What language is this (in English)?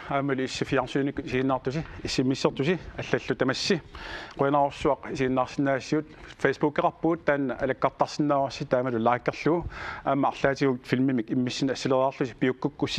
Kalaallisut